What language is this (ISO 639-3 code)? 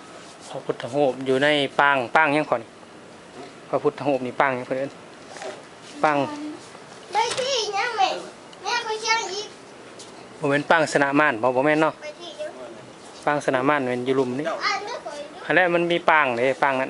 lao